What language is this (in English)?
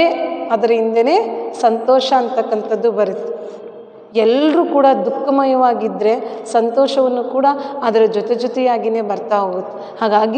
Kannada